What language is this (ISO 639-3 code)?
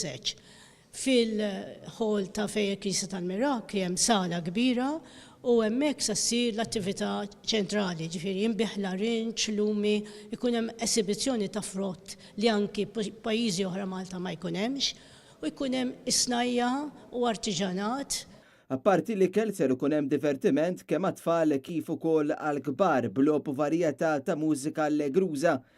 mlt